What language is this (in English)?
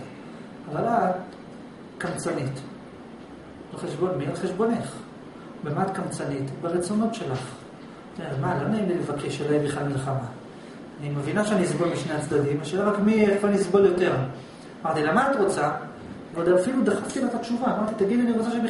Hebrew